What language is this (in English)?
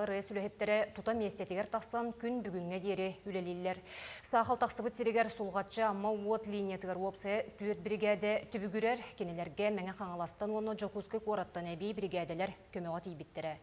Yakut